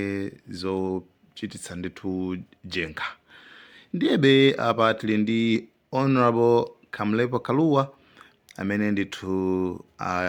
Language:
Nyanja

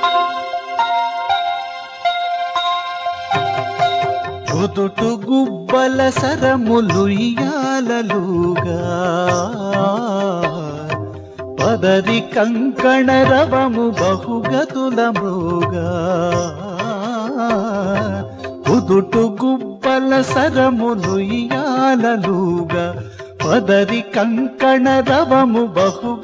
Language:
Telugu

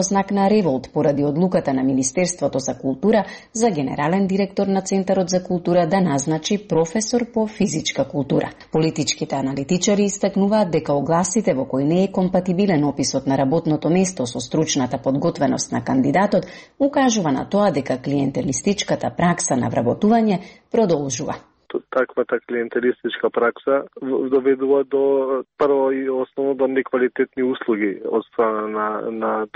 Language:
Macedonian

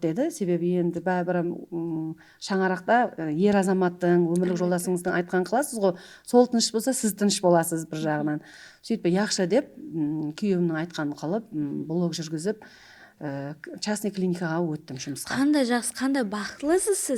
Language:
Kara-Kalpak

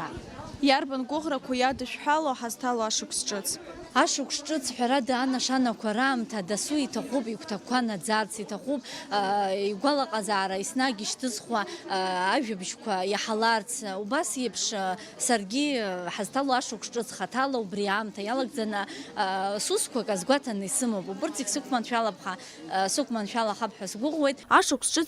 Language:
Abkhazian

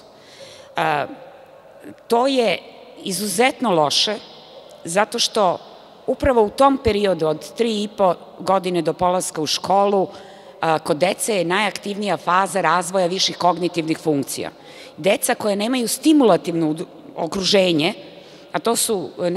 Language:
Serbian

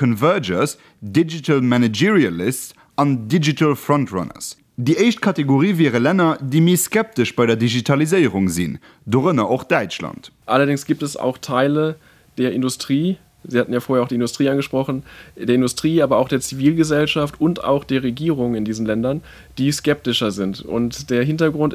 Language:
Luxembourgish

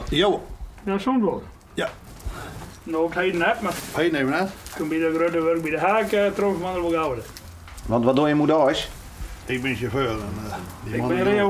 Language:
Western Frisian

